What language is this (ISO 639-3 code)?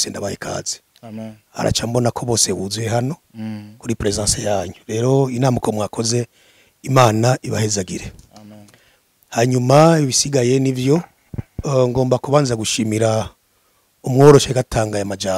run